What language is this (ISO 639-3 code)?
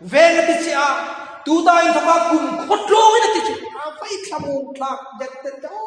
hmr